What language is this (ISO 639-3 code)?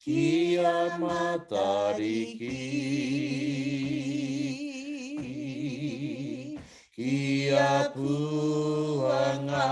mri